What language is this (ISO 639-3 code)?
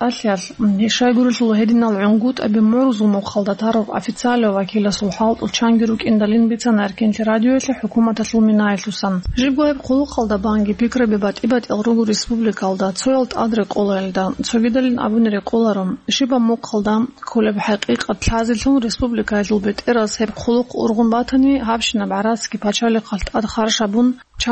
ava